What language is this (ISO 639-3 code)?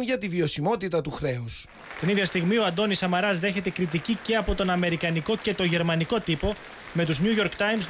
ell